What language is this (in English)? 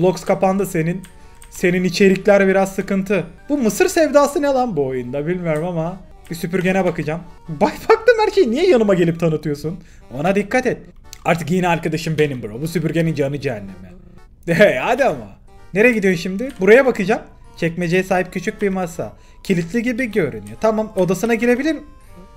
Turkish